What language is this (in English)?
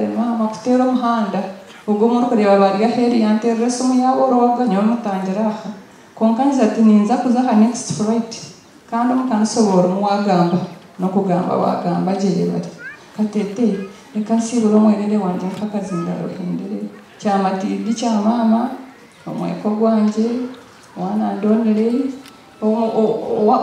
Nyankole